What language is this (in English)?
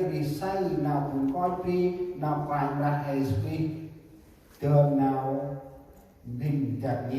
Central Mnong